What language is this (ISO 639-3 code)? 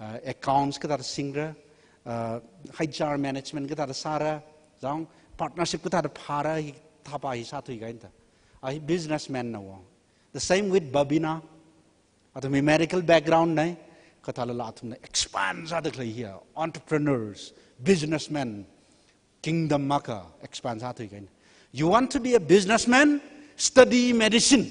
nmf